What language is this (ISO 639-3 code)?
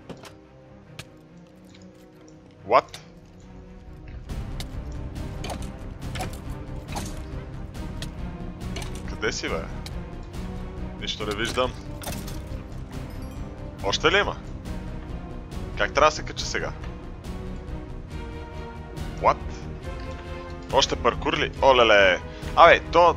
bul